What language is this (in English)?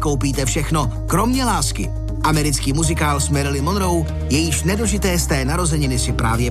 Czech